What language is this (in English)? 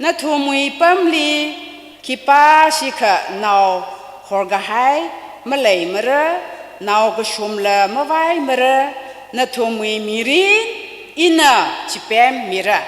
Tangkhul Naga (India)